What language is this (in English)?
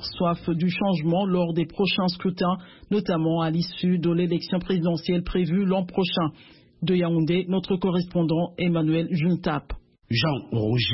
French